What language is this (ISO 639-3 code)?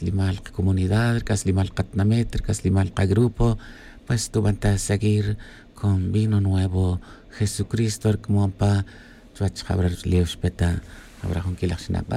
tzj